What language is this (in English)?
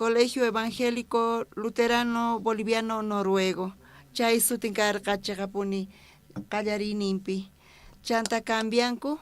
South Bolivian Quechua